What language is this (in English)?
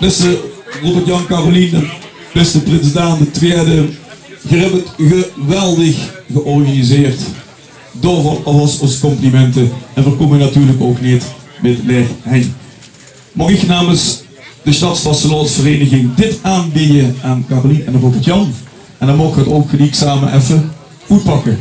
Limburgish